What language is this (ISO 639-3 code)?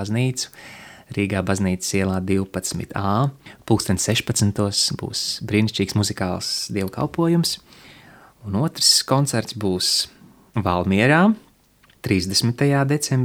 lav